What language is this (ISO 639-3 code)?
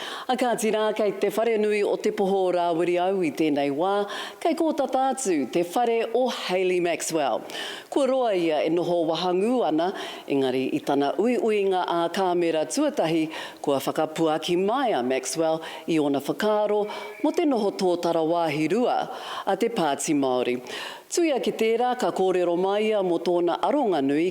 mri